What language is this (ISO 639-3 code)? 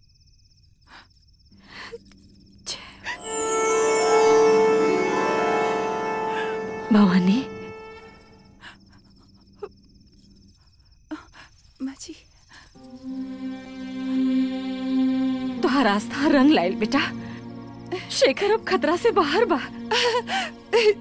bho